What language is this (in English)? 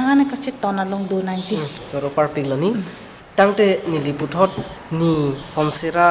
Karbi